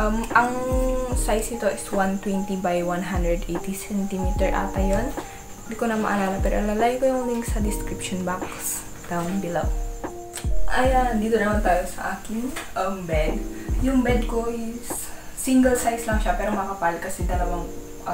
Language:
Filipino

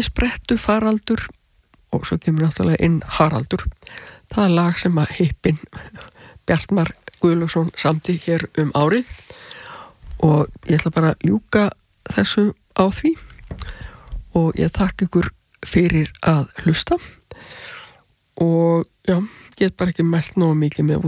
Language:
Icelandic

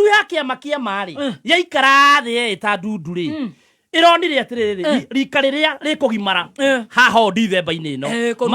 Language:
Kikuyu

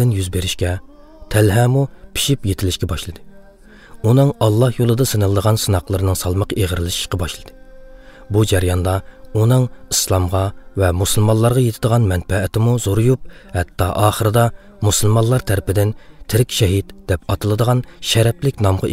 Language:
Uyghur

